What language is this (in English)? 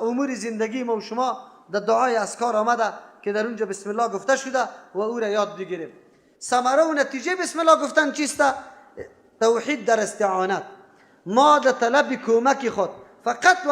Persian